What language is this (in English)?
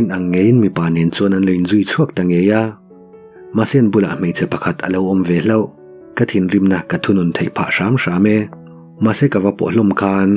Mizo